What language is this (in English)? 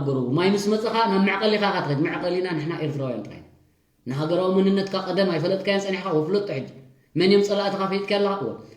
Tigrinya